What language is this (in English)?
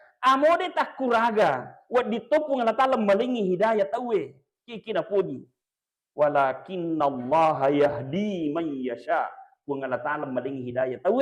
Buginese